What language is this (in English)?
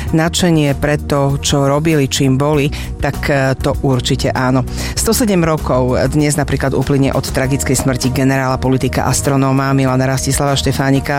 Slovak